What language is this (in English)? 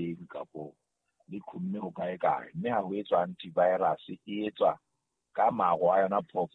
Southern Sotho